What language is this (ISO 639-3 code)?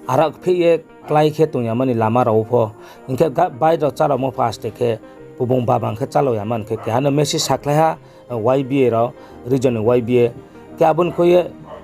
ria